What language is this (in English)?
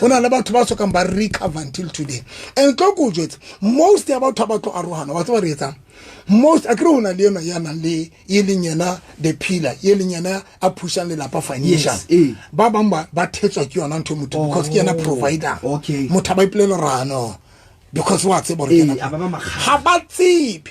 Southern Sotho